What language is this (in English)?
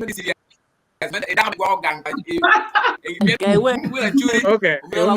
Acoli